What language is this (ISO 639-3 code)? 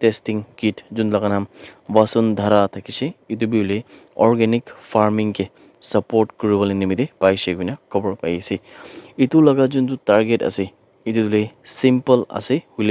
nag